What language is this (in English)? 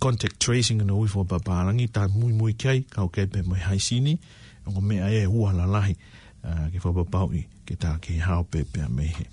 Tongan